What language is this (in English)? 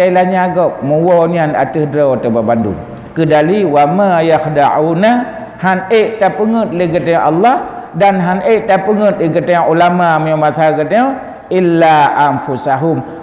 Achinese